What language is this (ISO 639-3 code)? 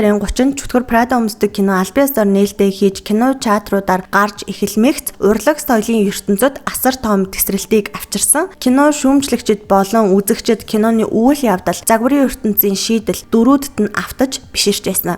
mon